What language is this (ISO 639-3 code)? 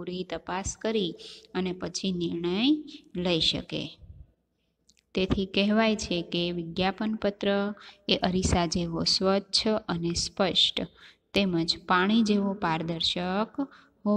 guj